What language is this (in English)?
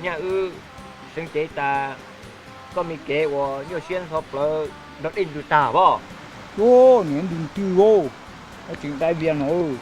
Hmong